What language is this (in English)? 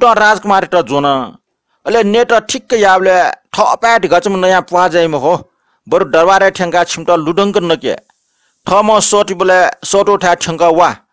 Newari